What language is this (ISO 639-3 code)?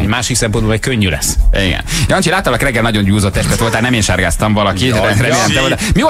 hun